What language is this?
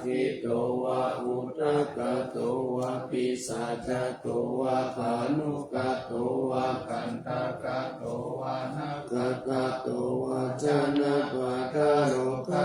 Pali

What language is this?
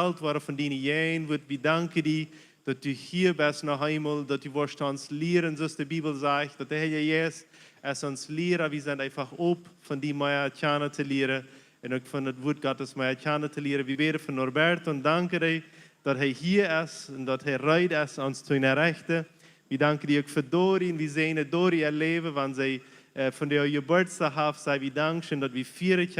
Plautdietsch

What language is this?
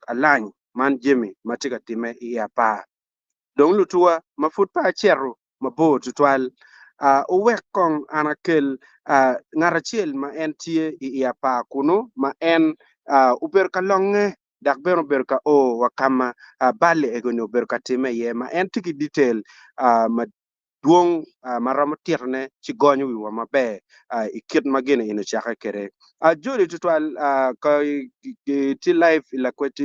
Acoli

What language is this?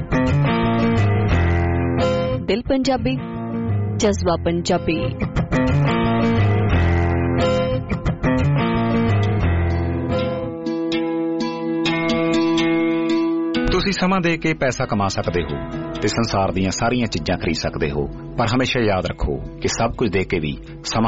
Punjabi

